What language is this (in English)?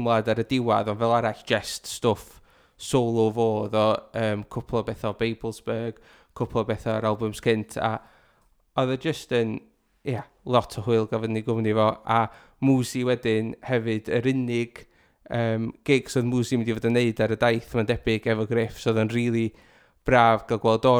Welsh